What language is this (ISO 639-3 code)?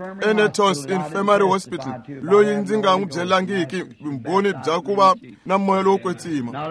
tso